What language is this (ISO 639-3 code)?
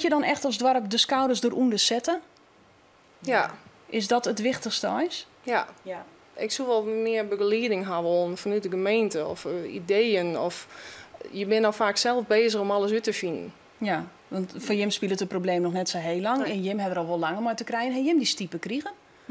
fry